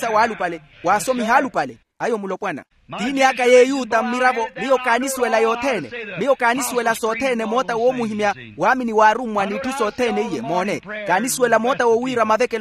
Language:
Makhuwa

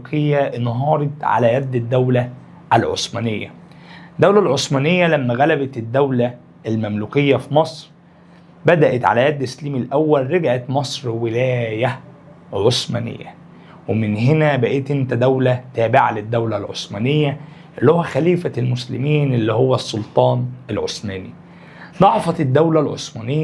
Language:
Egyptian Arabic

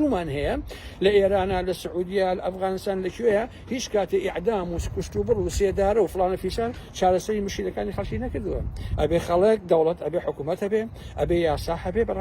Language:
Central Kurdish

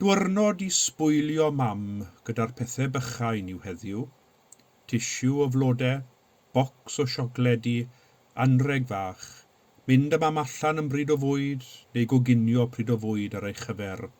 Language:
Welsh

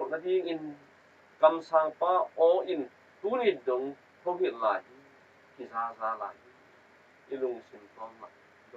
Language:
Tedim Chin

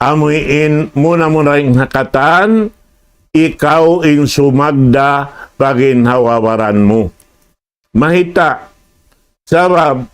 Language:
Tausug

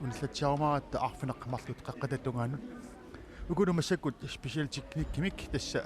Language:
Kalaallisut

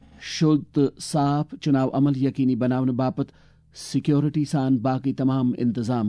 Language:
Kashmiri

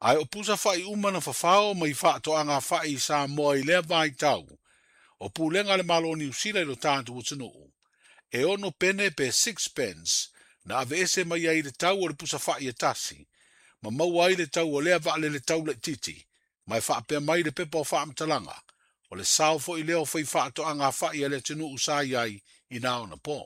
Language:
Samoan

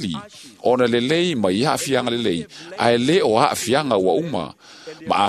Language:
Samoan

